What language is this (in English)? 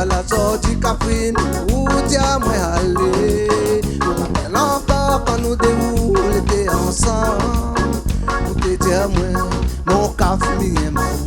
Réunion Creole French